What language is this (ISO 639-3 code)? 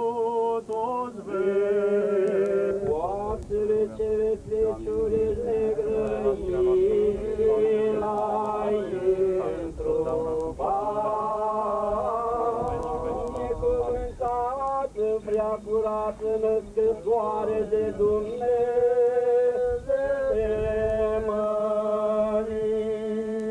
ron